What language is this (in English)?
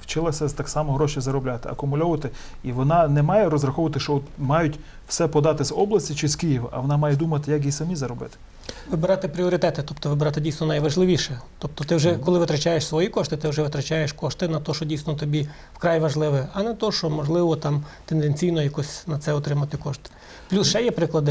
Ukrainian